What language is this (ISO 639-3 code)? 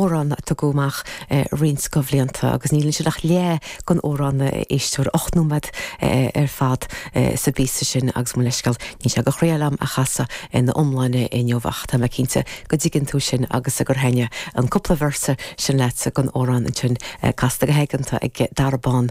gle